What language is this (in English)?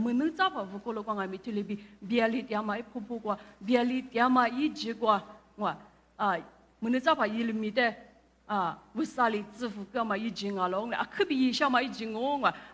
Lisu